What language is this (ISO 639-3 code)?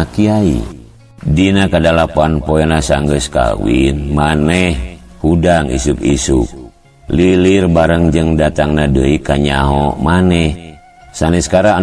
sun